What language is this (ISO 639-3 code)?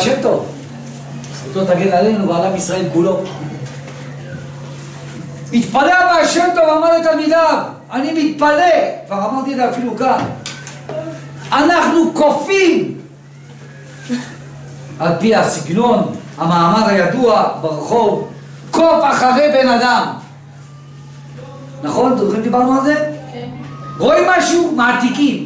heb